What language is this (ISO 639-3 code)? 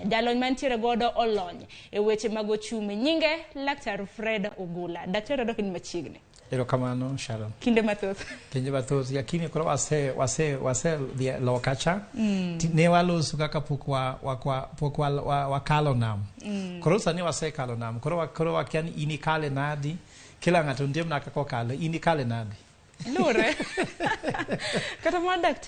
luo